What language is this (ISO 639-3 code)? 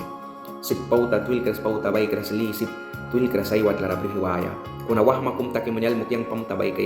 miq